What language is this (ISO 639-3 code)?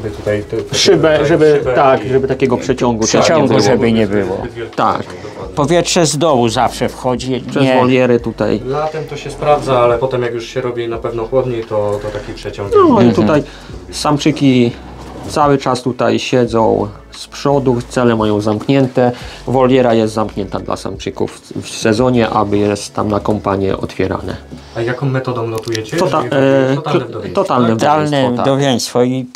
pol